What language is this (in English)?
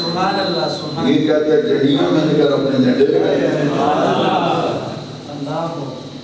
Urdu